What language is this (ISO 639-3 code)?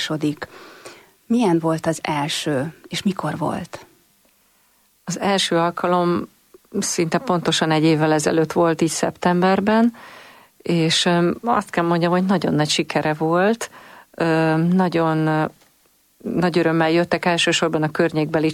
hun